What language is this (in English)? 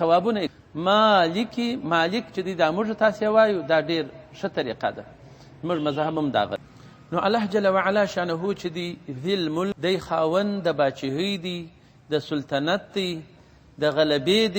Pashto